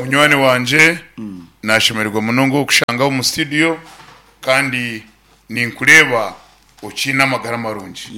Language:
Nyankole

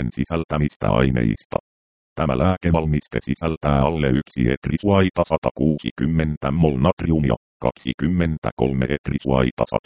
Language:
Finnish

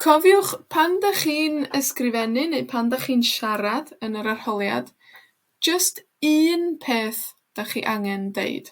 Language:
Welsh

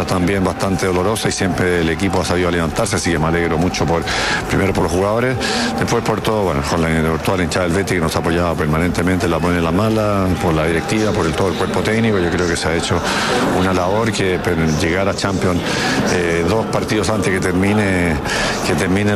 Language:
Spanish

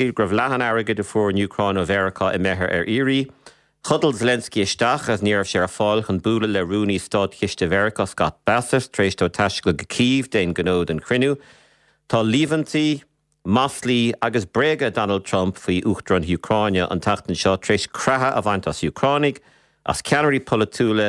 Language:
Irish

